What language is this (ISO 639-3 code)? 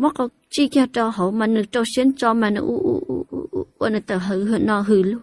hmn